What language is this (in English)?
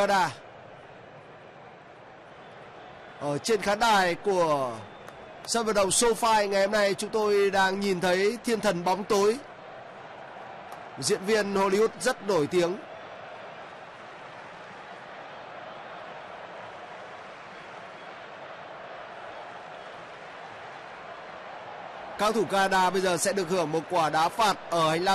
Vietnamese